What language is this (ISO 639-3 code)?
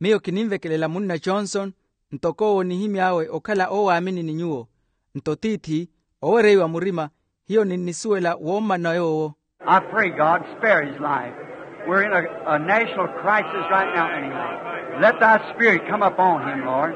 vmw